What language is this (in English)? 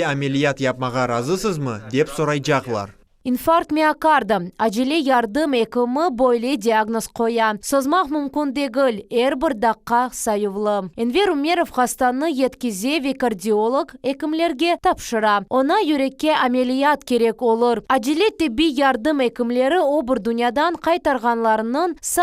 Crimean Tatar